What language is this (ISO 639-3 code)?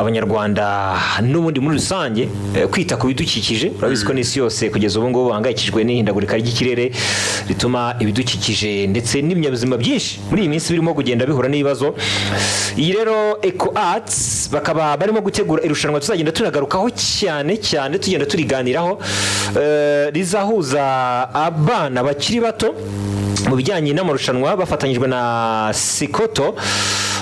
kin